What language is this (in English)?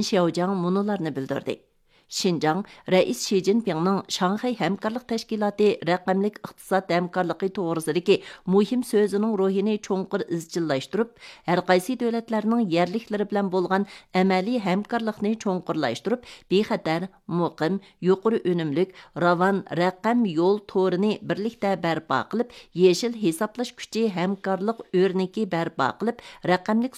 Uyghur